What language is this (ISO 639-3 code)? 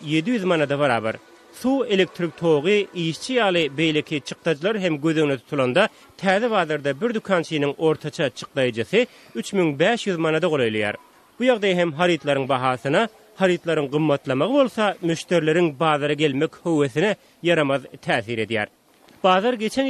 tuk